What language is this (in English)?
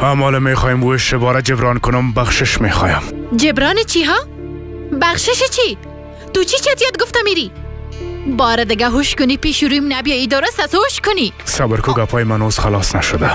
Persian